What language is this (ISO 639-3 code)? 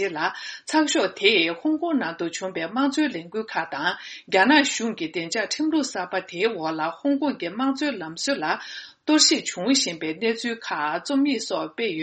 bod